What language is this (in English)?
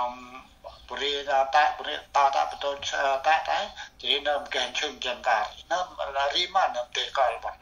Central Mnong